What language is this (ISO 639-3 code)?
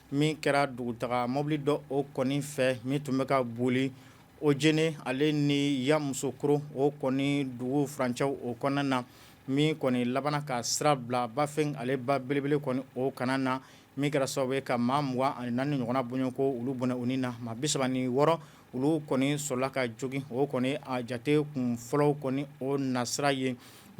bam